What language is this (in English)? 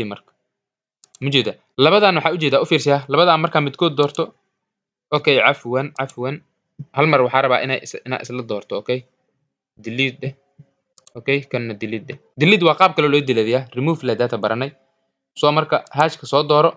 Somali